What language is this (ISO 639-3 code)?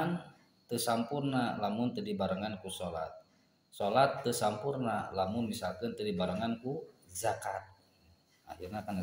sun